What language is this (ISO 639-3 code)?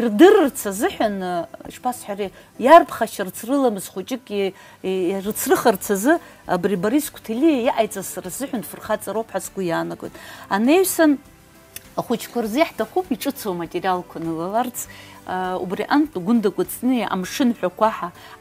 abk